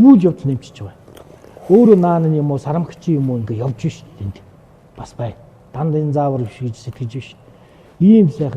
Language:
Mongolian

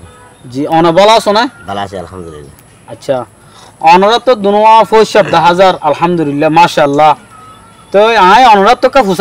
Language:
Rohingya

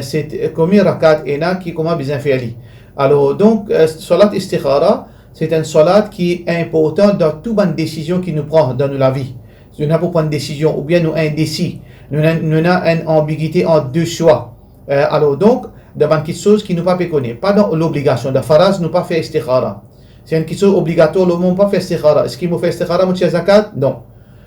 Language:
Morisyen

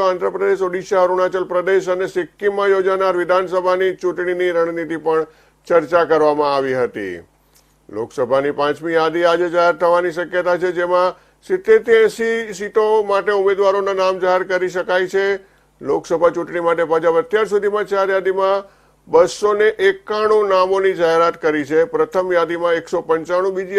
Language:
Gujarati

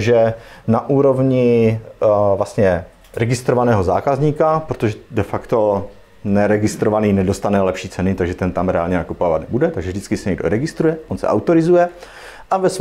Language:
Czech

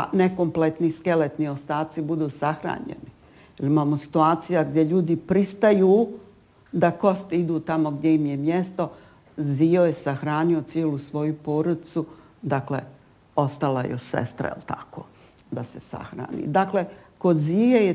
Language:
Bosnian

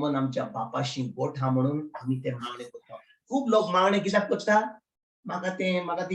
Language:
Konkani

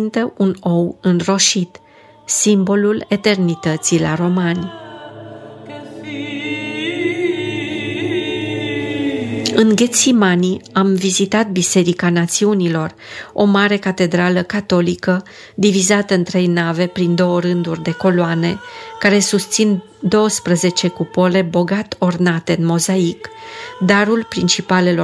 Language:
Romanian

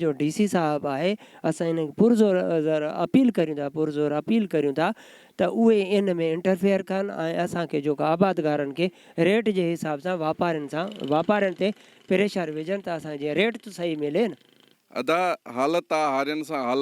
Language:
Sindhi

